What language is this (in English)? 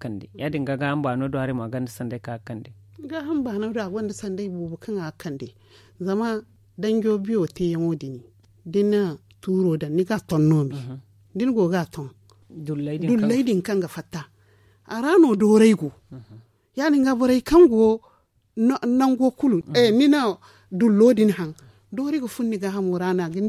Zarma